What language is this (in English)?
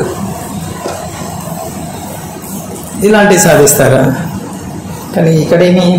Telugu